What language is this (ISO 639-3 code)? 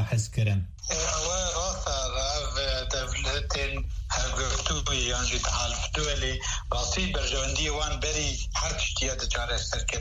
kur